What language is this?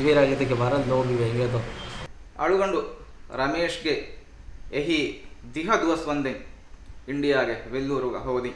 Divehi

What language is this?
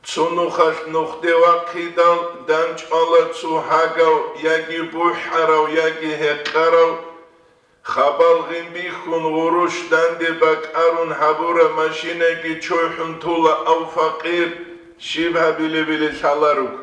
Avaric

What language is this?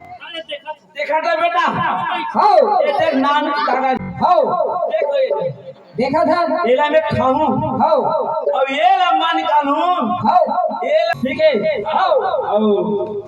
Chhattisgarhi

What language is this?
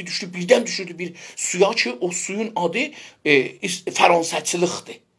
South Azerbaijani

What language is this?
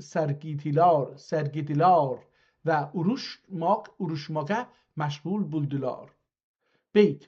South Azerbaijani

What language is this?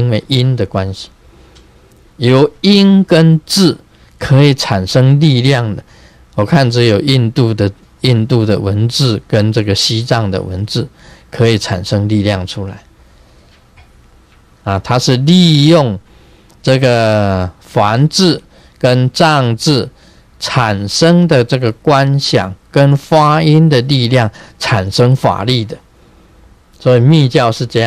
Chinese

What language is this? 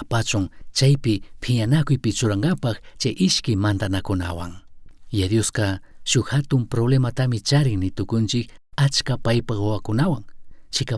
Chimborazo Highland Quichua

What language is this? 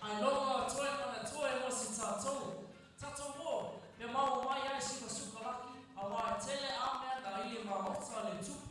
Samoan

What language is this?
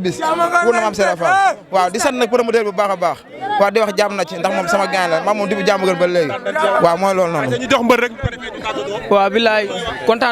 Wolof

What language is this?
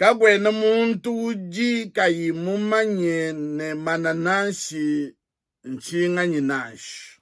Luba-Lulua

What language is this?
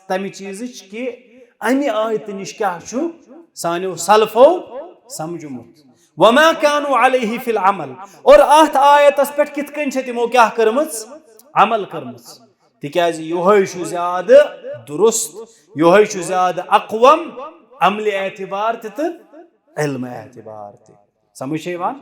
Kashmiri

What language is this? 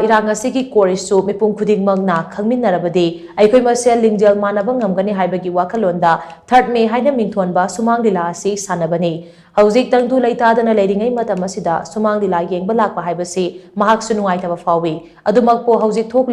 Manipuri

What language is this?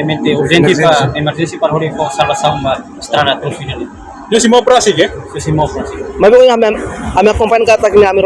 Tetum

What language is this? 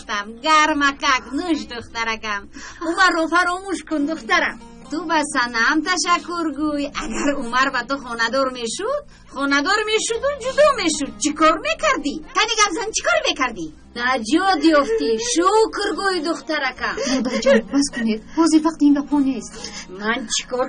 Tajik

